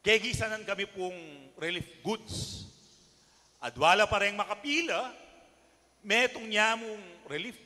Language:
Pampanga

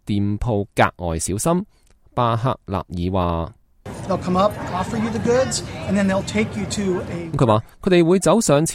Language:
Cantonese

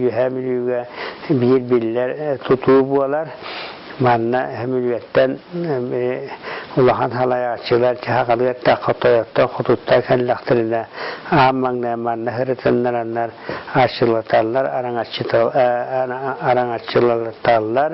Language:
Yakut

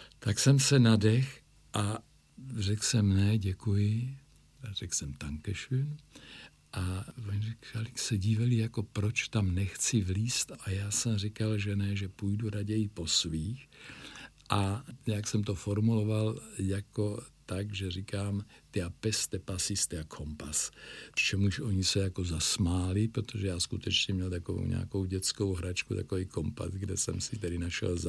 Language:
Czech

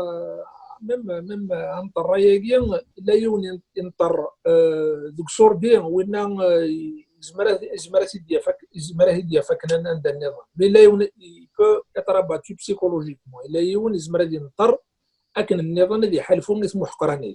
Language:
Kabyle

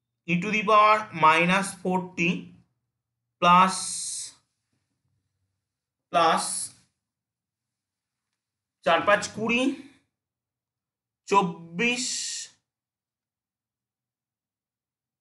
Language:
Bangla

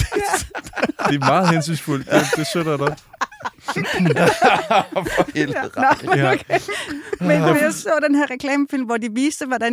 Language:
Danish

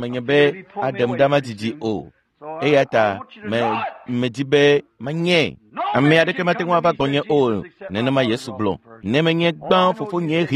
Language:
Ewe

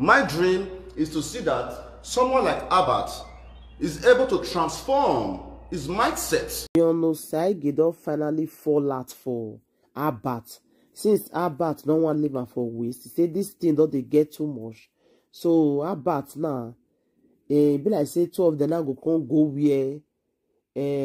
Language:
Nigerian Pidgin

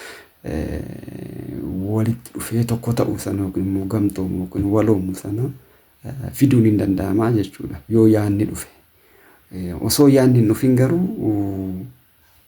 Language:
Oromo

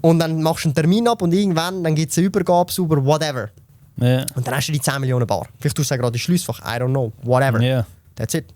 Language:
Swiss German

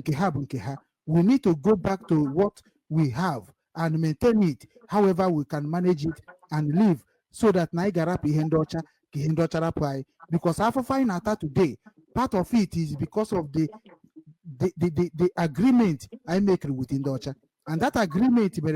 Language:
Igbo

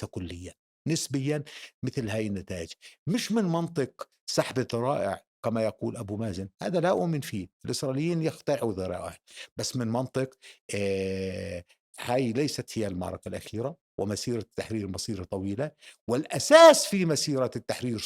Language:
North Levantine Arabic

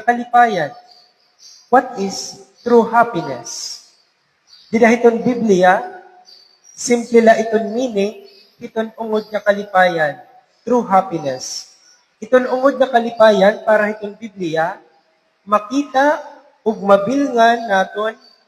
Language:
Waray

